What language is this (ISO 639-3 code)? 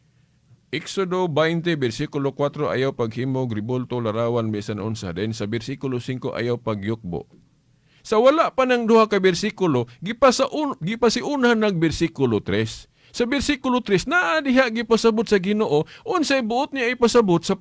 ceb